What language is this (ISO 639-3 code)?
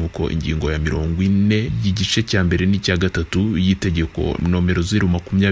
kin